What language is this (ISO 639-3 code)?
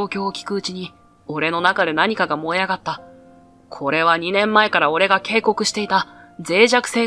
jpn